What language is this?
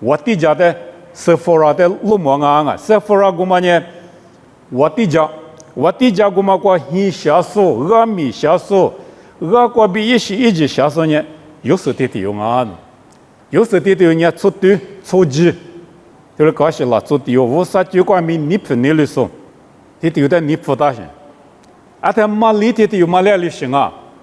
Lisu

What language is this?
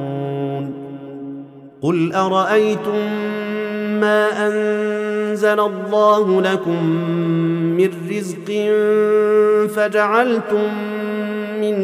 Arabic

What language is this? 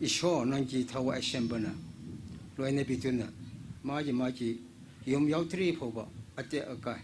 Tangkhul Naga (India)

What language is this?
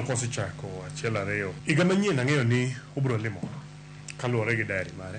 Luo (Kenya and Tanzania)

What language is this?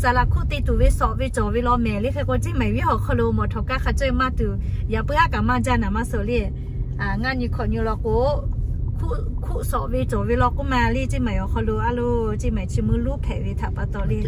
Lahu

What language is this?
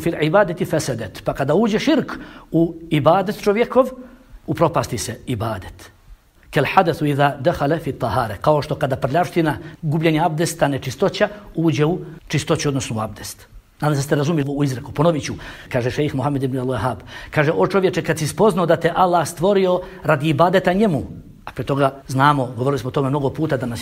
Bosnian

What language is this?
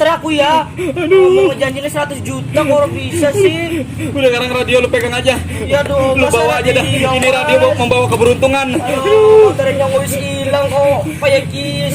Betawi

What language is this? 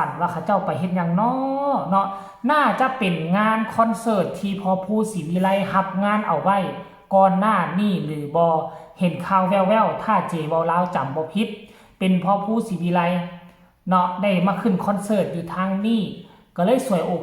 Northeastern Thai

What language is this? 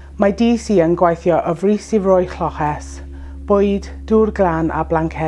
Welsh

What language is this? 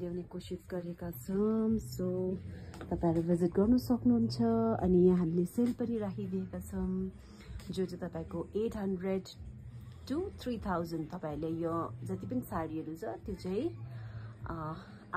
Nepali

